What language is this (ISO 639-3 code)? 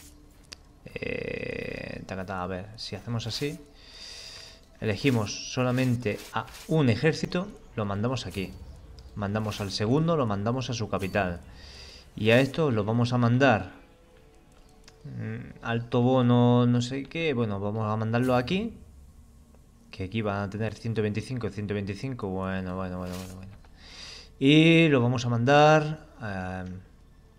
spa